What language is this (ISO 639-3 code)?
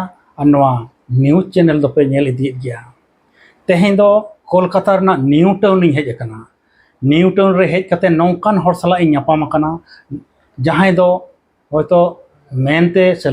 sat